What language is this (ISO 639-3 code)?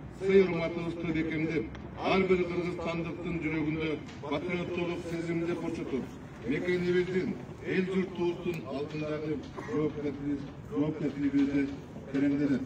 kir